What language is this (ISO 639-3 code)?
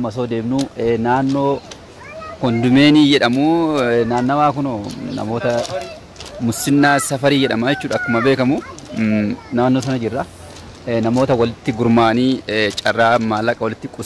orm